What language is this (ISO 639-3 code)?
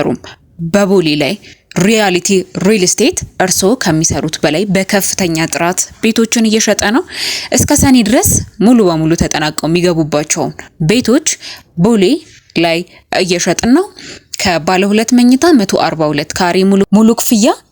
amh